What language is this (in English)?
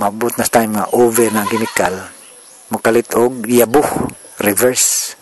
Cebuano